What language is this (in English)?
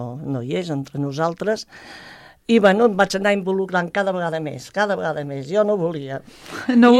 Catalan